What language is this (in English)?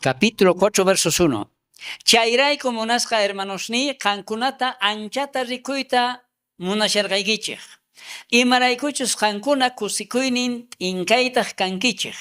South Bolivian Quechua